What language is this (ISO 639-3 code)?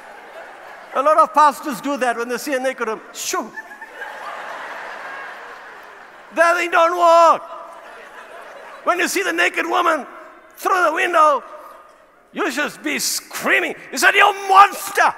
eng